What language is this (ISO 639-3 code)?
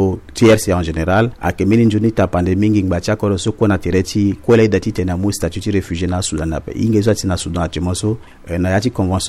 sag